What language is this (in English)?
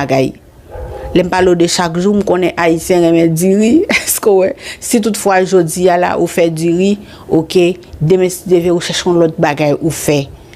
Haitian Creole